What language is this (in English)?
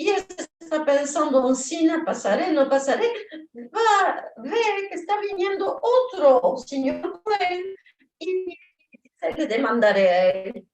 Ladino